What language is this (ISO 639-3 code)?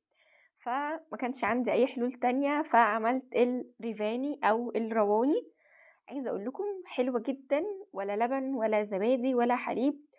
arz